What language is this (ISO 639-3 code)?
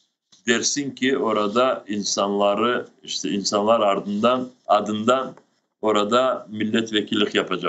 crh